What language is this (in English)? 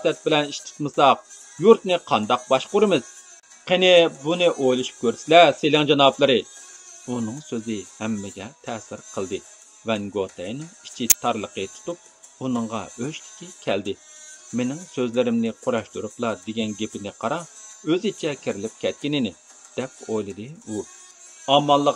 Uyghur